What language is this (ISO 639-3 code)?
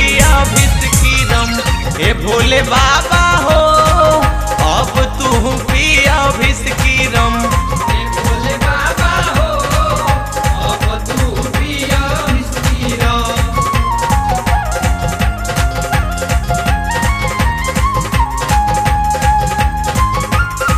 bho